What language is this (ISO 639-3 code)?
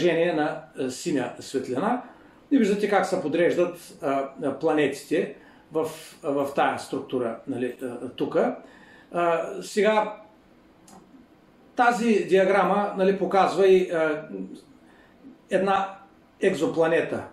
bul